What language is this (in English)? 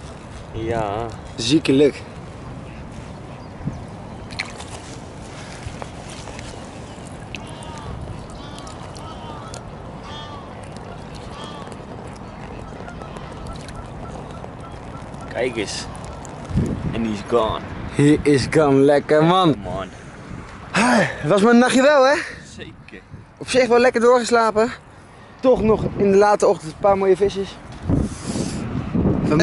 Dutch